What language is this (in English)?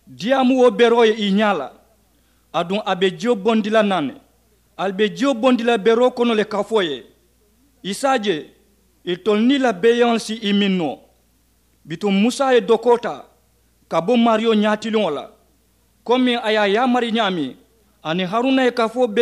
Mandingo